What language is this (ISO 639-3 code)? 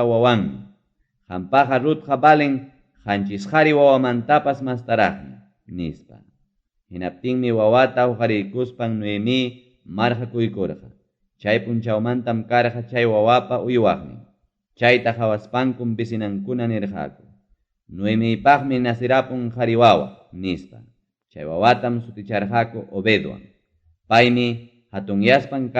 quy